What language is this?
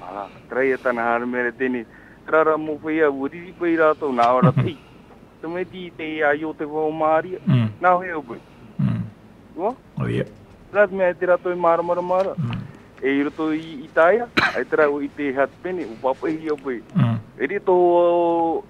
Tahitian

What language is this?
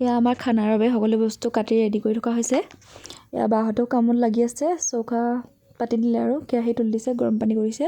Assamese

